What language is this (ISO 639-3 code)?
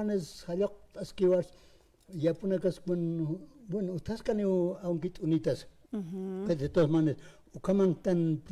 aym